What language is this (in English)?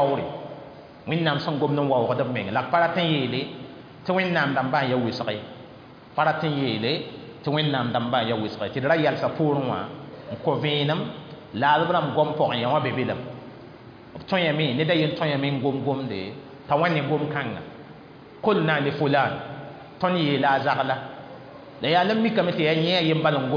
Mossi